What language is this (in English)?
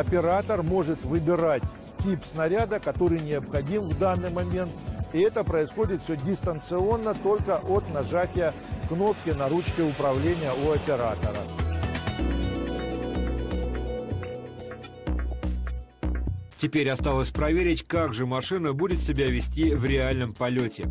Russian